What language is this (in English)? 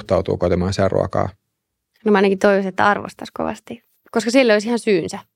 Finnish